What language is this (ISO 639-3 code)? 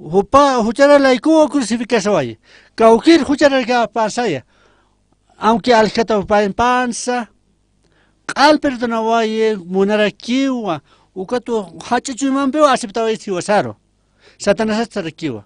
aym